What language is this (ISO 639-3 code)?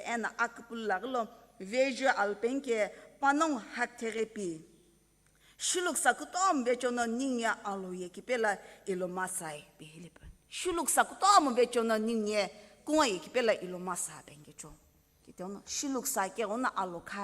nsm